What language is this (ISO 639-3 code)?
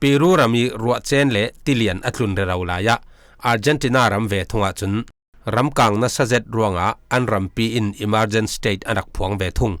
cfm